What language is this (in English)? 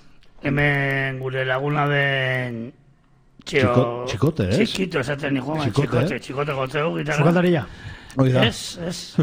Basque